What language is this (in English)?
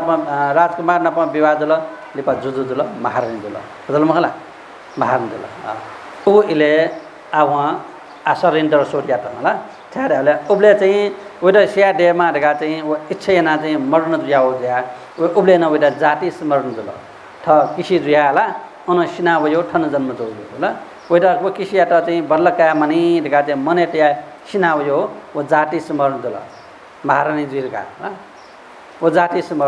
Newari